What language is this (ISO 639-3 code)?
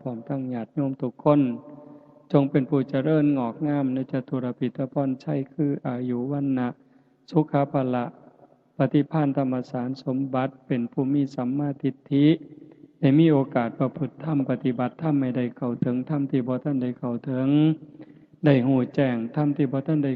lao